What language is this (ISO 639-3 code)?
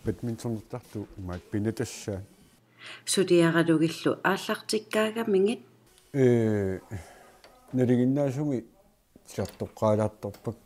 kal